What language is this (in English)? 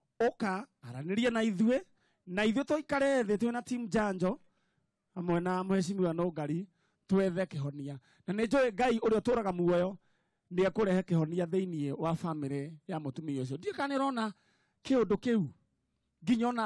Kikuyu